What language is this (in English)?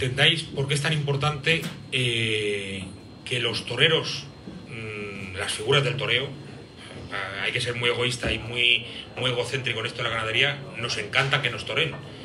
Spanish